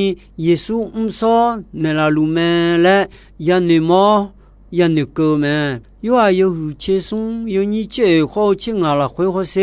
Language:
Akha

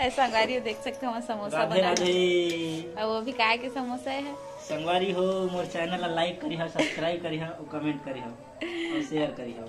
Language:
Chhattisgarhi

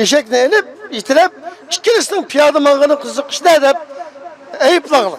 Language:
Uyghur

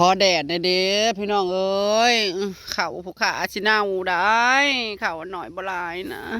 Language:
Northeastern Thai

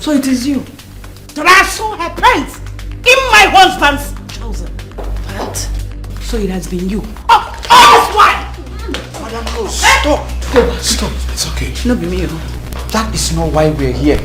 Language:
Nigerian Pidgin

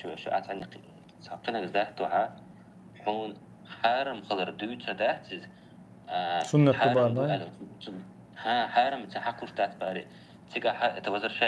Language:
Chechen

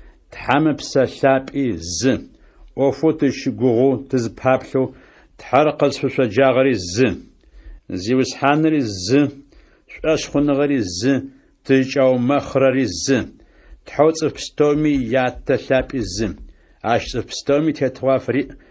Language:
Adyghe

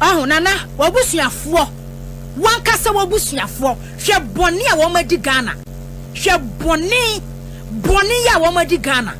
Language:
Akan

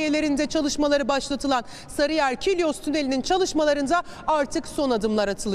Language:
Turkish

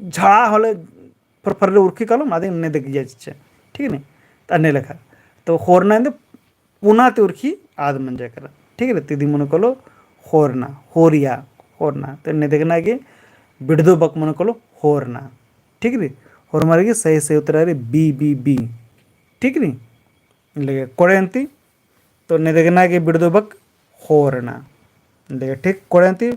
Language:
Kurukh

